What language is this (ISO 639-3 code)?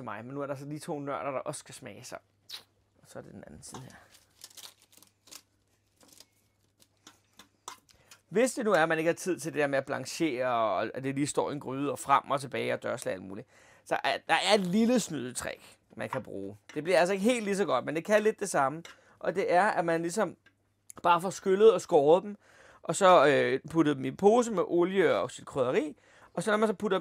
dan